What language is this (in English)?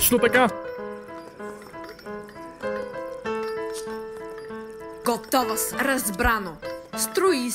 Bulgarian